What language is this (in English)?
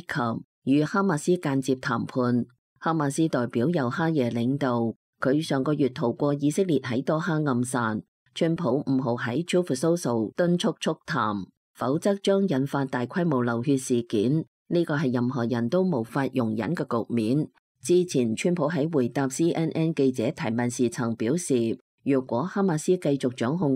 Cantonese